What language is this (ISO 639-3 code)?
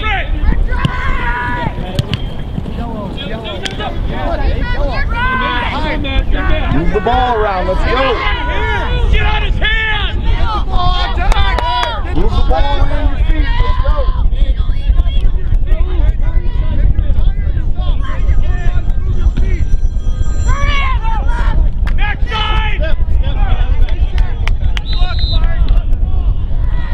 eng